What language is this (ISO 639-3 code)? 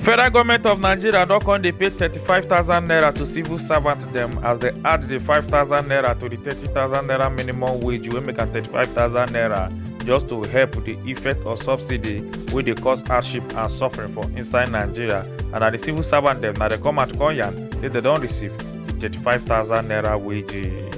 pcm